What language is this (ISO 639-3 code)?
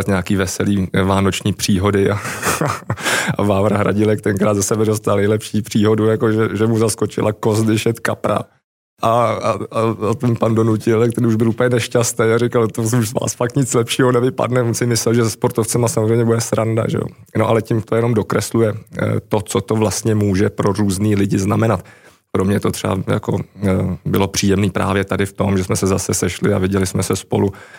ces